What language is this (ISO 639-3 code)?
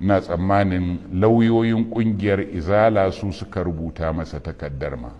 hau